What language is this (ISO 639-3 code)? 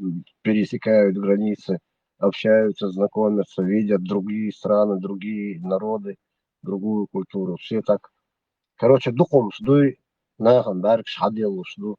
che